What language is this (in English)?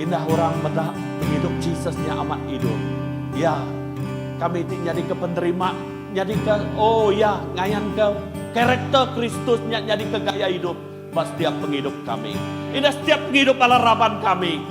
Iban